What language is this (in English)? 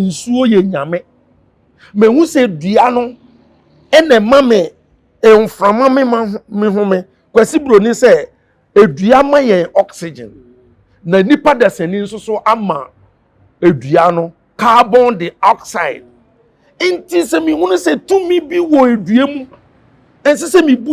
Akan